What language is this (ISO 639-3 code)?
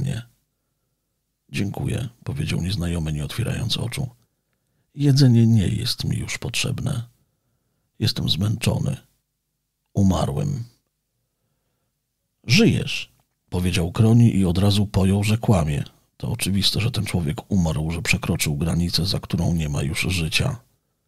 pol